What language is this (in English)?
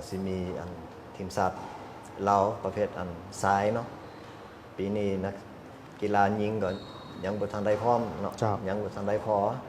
Lao